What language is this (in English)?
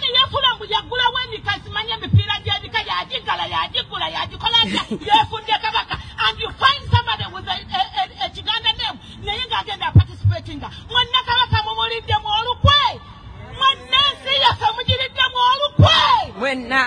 Ganda